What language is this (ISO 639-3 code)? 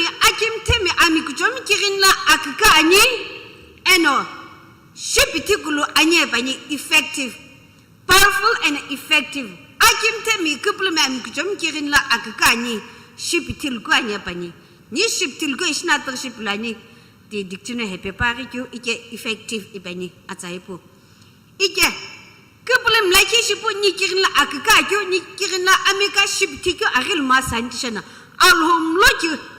nsm